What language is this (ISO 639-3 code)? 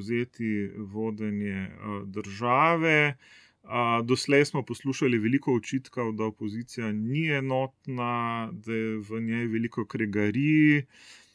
slv